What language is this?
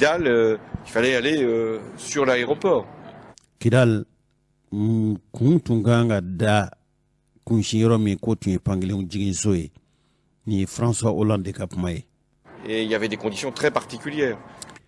Bambara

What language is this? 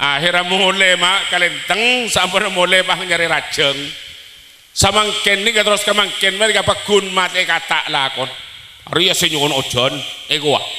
Madurese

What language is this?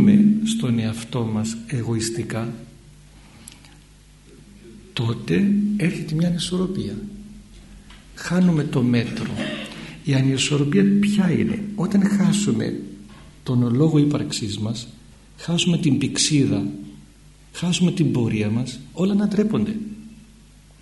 Greek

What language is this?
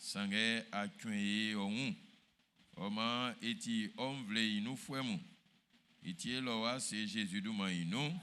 Baoulé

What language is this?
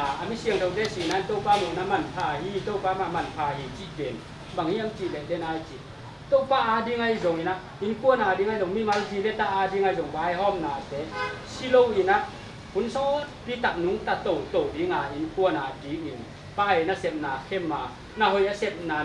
Tedim Chin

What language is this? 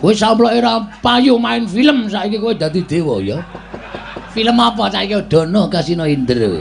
Javanese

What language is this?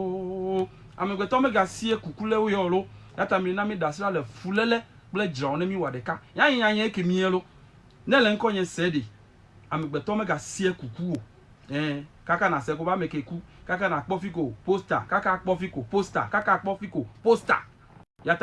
Ewe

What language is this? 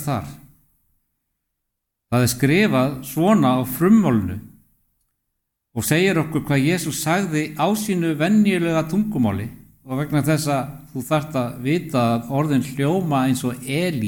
Icelandic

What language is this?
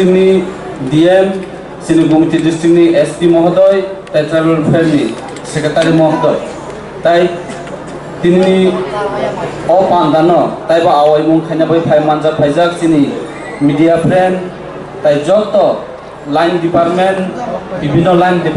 Kok Borok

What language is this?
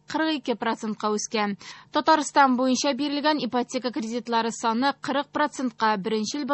Tatar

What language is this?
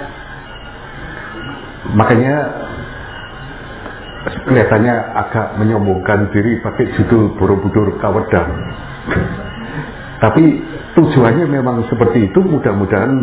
Indonesian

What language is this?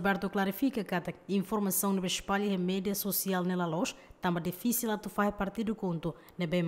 Tetum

